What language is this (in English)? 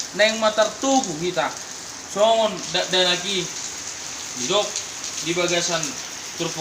Batak Toba